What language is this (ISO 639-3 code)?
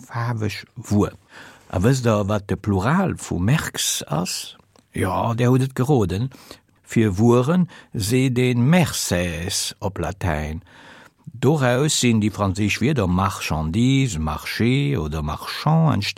ltz